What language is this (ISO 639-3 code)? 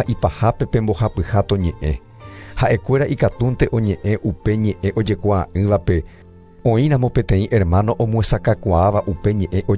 grn